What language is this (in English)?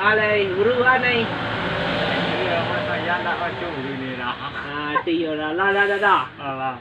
Minangkabau